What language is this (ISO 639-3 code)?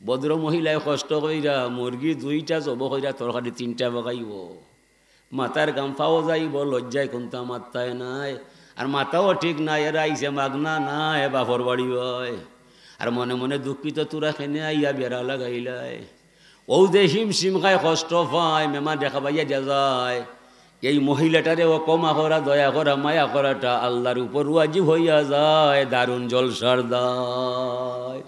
syl